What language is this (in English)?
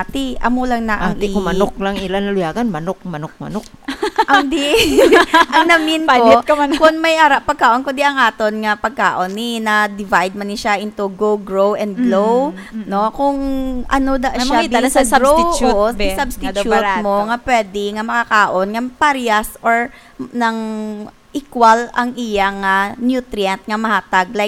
Hiligaynon